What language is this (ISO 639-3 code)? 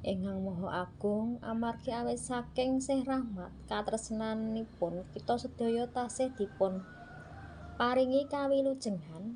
jav